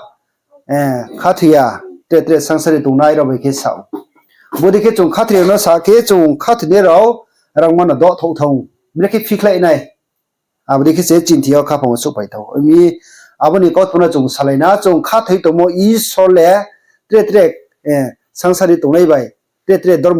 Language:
Riang (India)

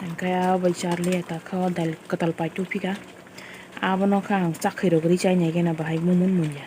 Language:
Kok Borok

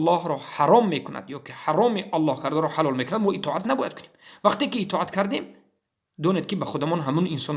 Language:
Tajik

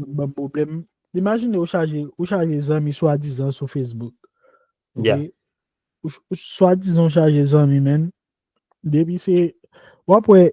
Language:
Haitian Creole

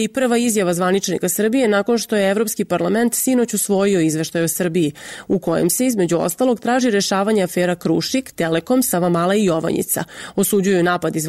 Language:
Serbian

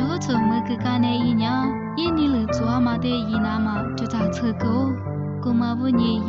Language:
Lisu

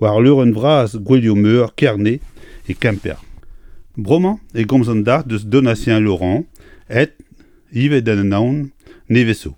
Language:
Breton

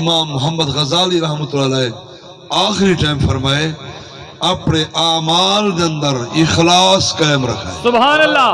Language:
Saraiki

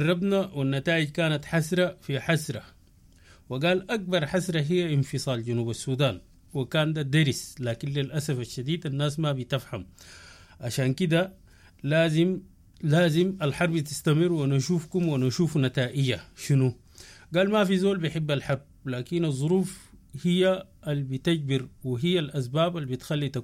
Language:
Sudanese Arabic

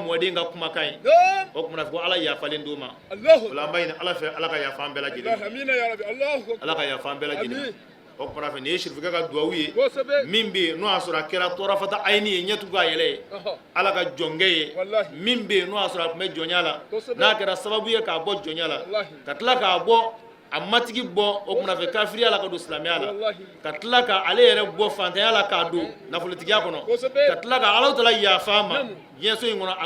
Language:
Bambara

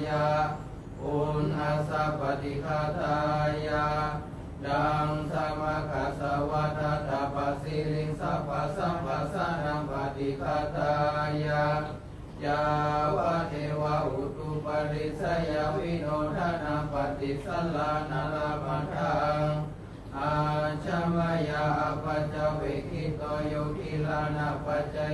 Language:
Pali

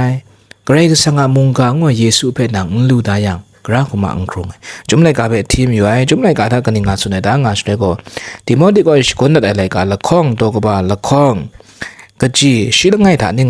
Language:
Kachin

